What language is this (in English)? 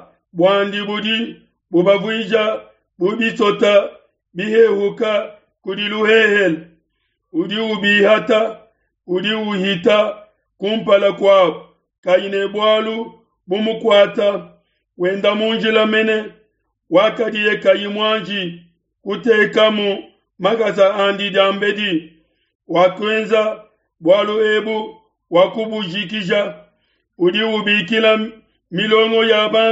Luba-Lulua